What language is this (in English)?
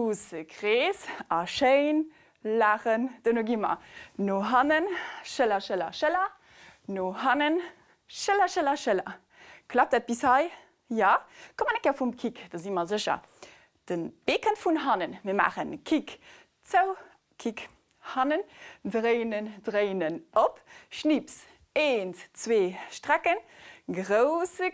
Luxembourgish